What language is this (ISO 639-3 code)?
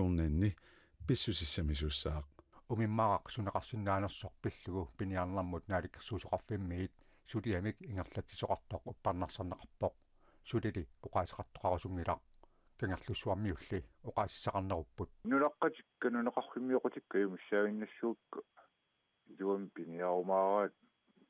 kal